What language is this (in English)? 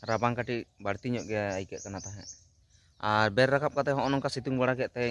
Santali